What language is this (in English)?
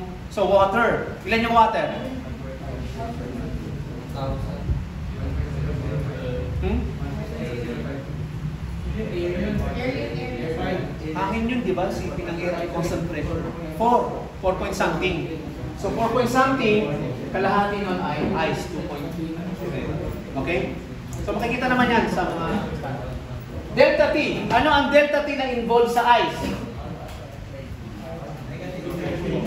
Filipino